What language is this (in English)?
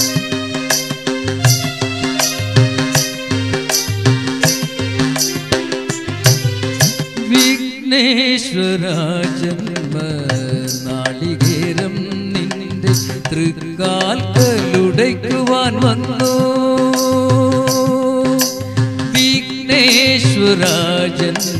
Malayalam